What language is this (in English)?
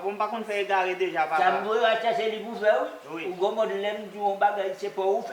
Haitian Creole